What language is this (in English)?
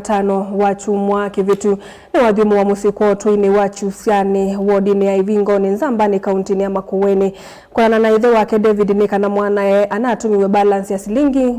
Kamba